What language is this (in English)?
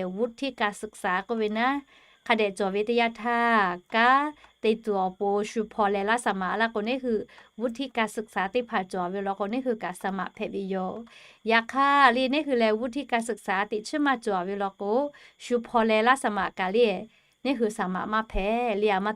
Lahu